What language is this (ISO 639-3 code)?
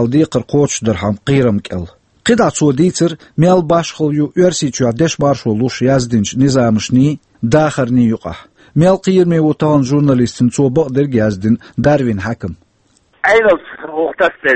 che